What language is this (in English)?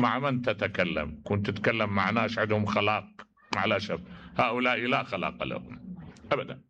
Mesopotamian Arabic